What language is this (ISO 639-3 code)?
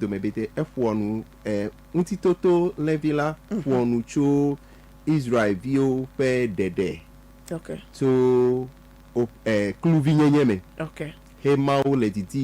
ewe